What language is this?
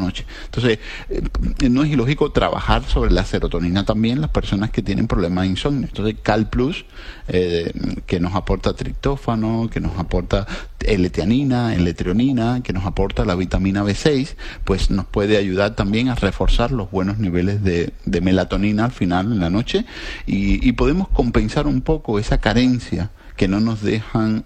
Spanish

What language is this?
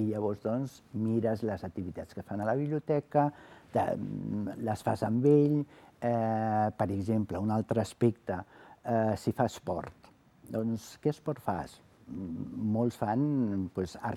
Catalan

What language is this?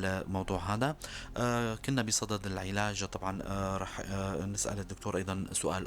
North Levantine Arabic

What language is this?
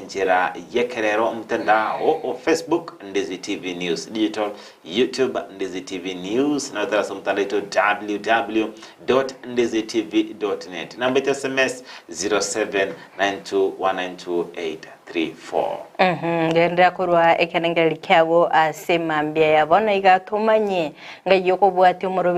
Gusii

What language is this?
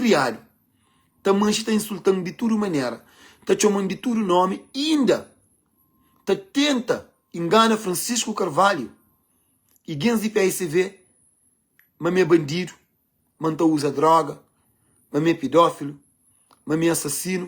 Kabuverdianu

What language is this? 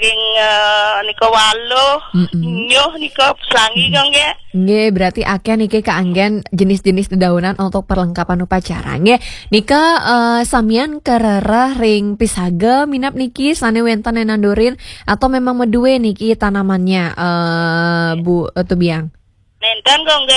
Balinese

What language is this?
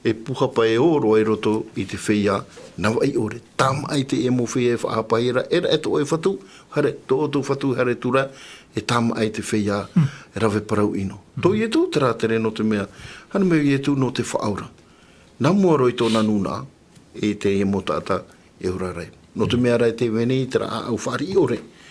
Tahitian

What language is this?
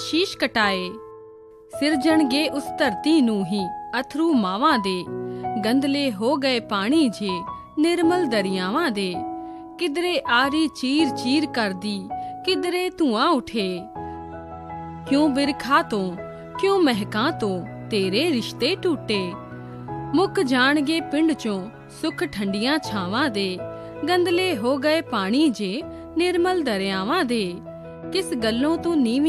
Punjabi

